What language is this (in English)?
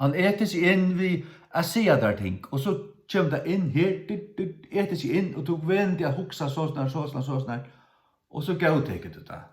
Faroese